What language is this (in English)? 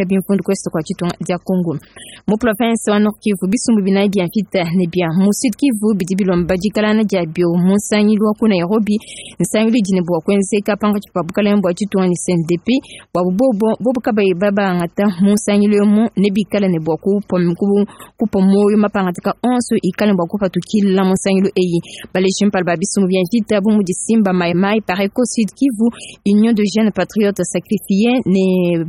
Luba-Lulua